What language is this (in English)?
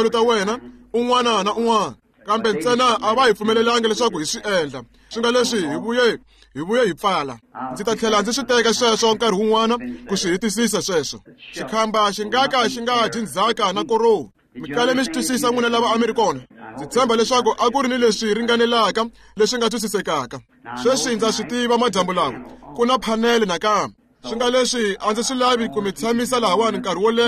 Tsonga